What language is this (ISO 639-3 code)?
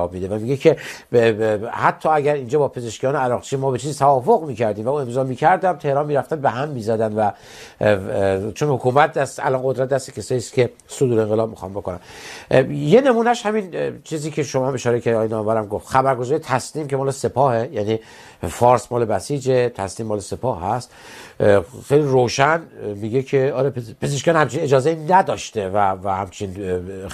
fas